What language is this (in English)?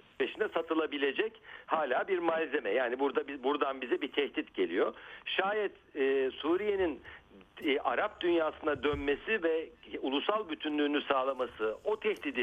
Turkish